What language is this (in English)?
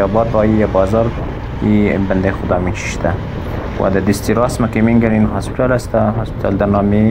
Persian